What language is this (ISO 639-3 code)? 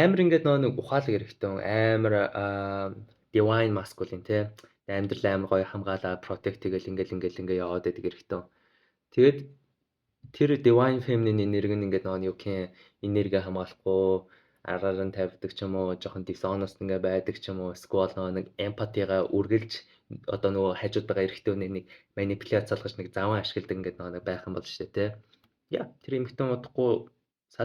mon